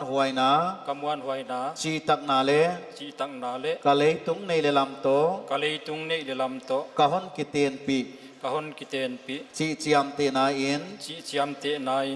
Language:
Paite Chin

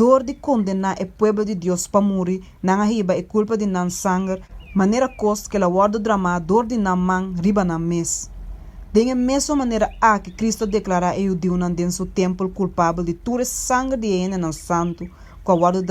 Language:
Papiamento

